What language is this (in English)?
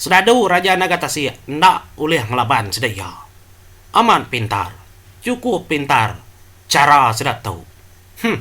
Iban